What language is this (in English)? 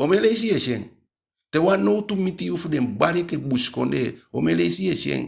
Eastern Maroon Creole